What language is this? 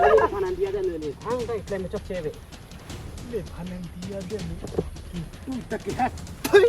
Karbi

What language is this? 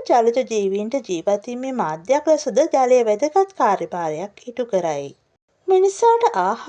Sinhala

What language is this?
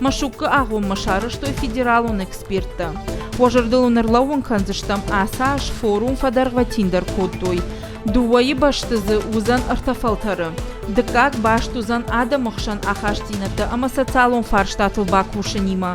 Ossetic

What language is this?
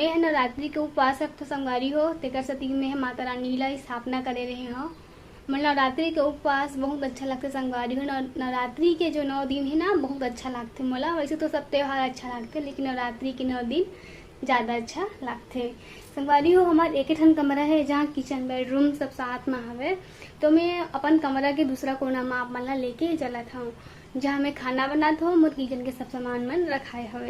Chhattisgarhi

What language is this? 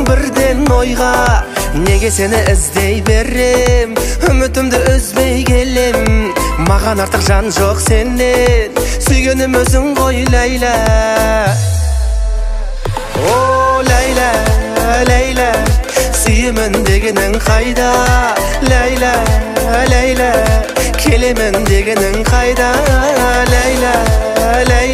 Kazakh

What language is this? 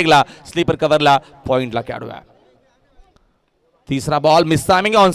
Marathi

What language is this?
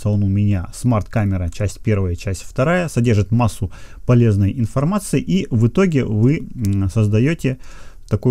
Russian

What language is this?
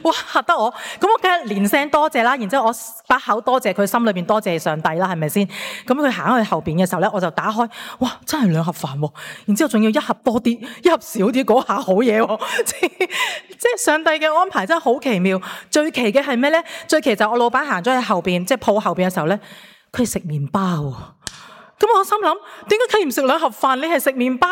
Cantonese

